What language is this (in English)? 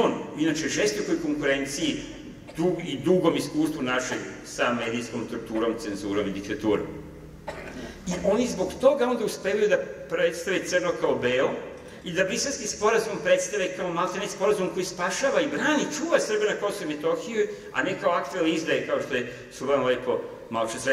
Serbian